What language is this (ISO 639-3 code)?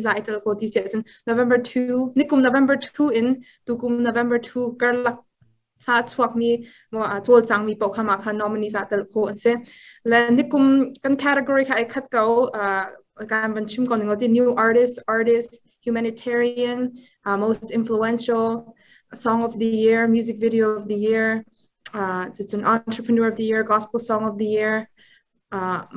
cnh